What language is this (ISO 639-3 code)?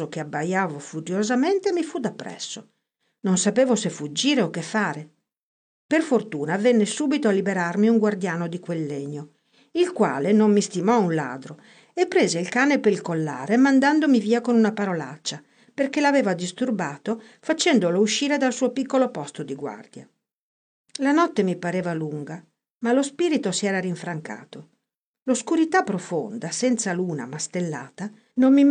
ita